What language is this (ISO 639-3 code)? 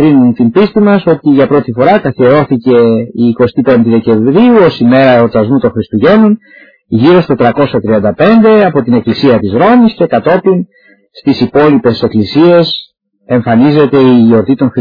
ell